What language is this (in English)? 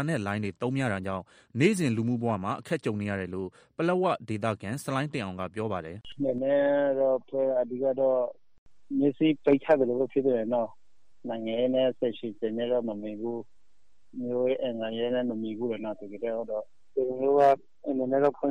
Burmese